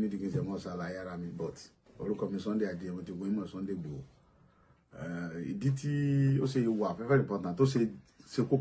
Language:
Yoruba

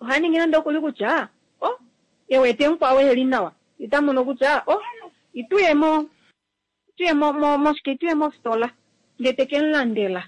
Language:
Kuanyama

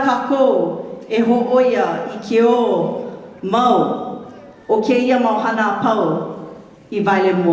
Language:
Hawaiian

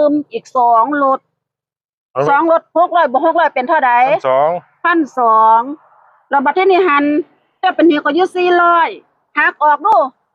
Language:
Northeastern Thai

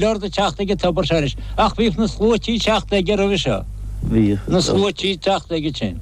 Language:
Irish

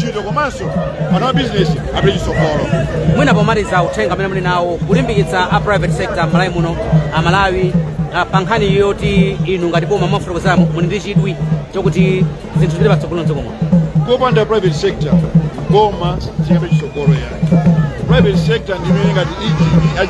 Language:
Nyanja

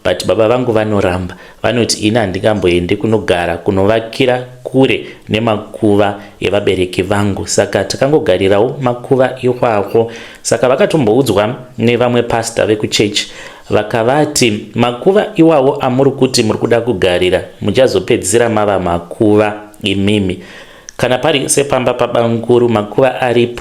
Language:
Shona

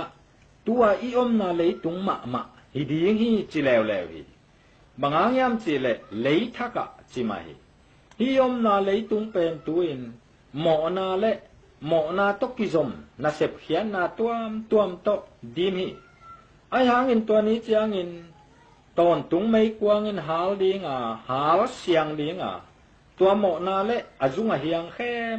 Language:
Tedim Chin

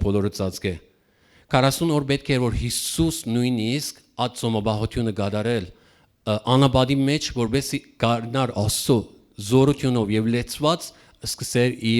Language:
Western Armenian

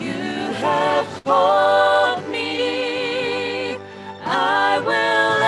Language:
Tongan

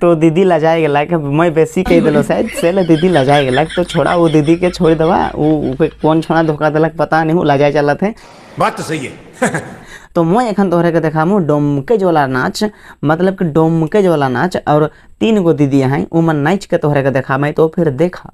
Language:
Sadri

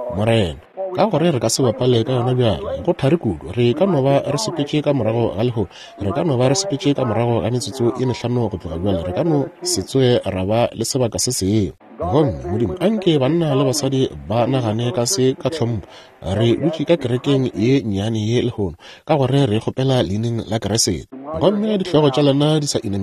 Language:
Northern Sotho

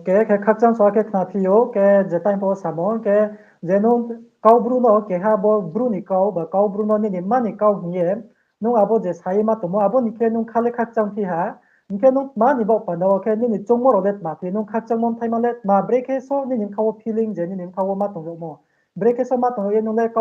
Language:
Riang (India)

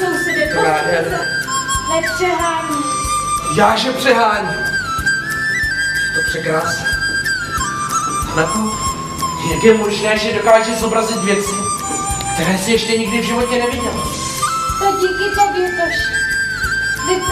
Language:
Czech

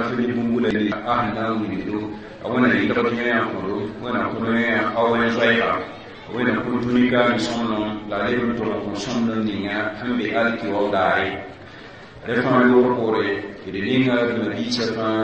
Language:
Mossi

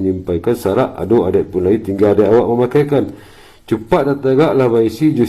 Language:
Minangkabau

